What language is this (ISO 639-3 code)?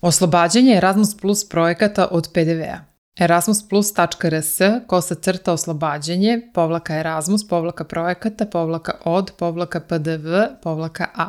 srp